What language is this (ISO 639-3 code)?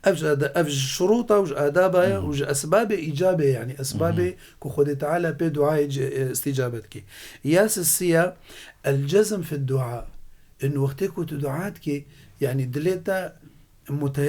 kur